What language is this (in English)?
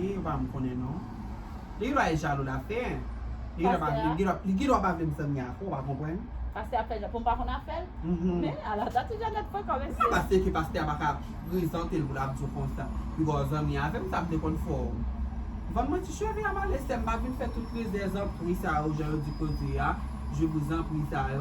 Haitian Creole